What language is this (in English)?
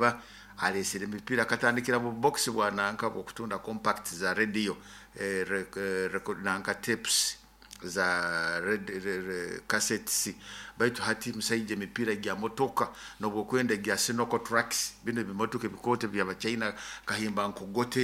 Nyoro